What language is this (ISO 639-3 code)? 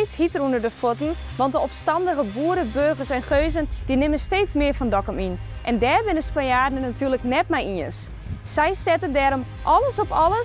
fry